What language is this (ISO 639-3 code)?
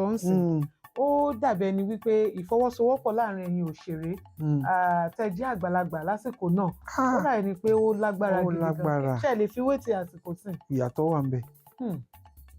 yor